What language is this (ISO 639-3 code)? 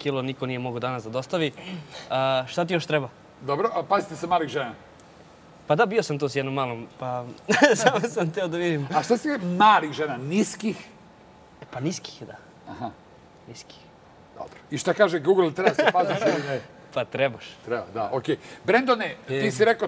srp